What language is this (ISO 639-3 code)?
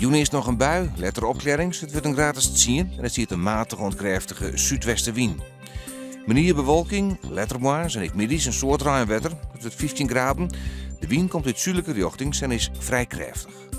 fry